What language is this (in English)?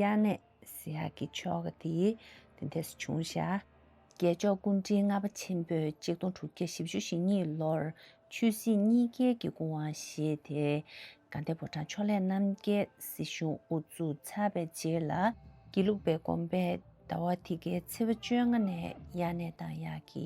Tibetan